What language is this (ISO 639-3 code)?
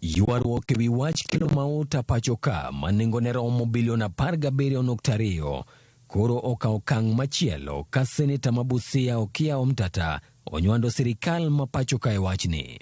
luo